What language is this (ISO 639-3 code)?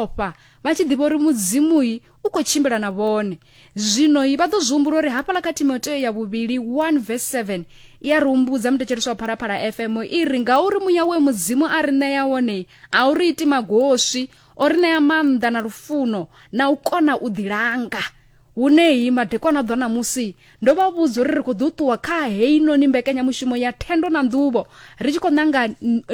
ven